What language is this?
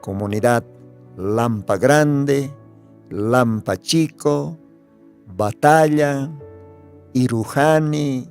Aymara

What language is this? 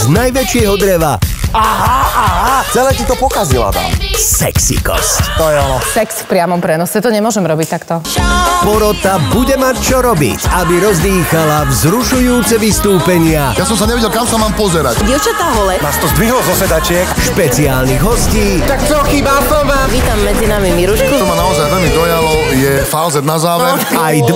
Slovak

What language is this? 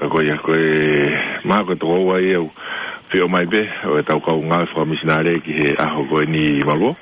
Tongan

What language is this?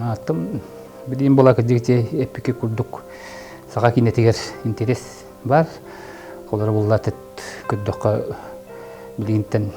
Yakut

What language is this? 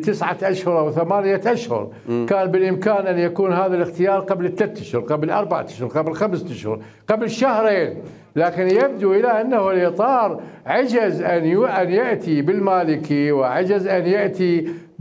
Mesopotamian Arabic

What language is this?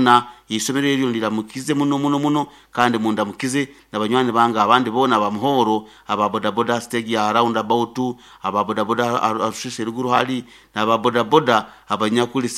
Nyoro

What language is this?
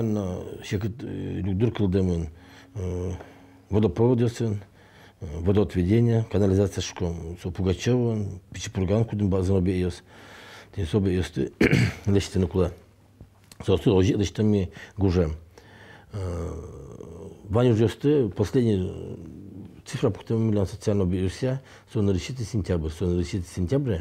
Udmurt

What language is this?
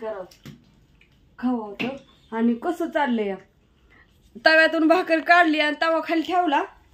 Marathi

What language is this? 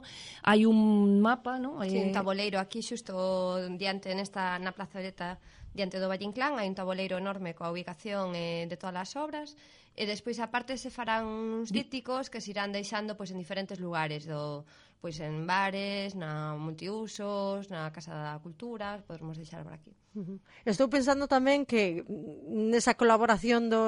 Galician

